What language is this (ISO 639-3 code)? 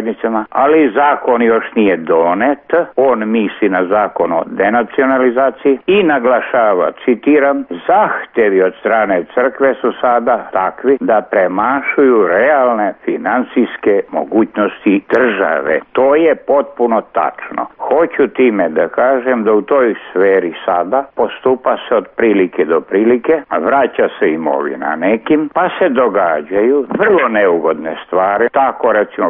srp